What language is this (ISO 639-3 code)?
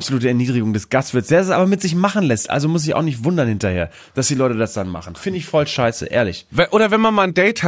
deu